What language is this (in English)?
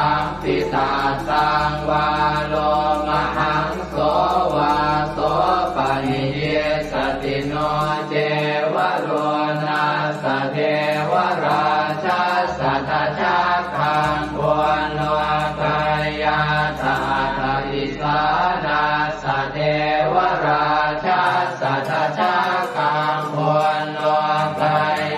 Pali